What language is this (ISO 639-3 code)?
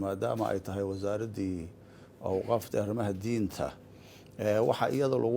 som